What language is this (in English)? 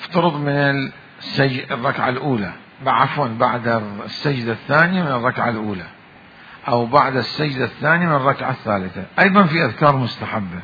Mesopotamian Arabic